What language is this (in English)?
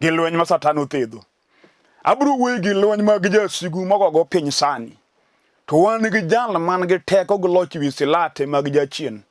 Luo (Kenya and Tanzania)